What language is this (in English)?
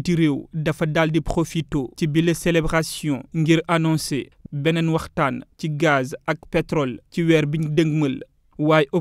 Wolof